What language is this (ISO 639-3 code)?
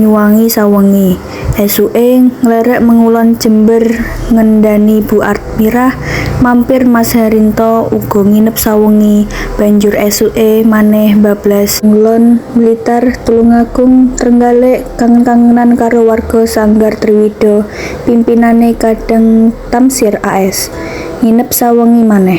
jav